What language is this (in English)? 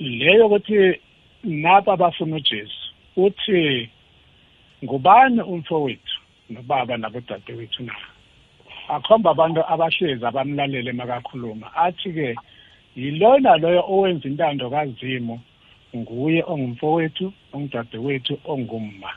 South Ndebele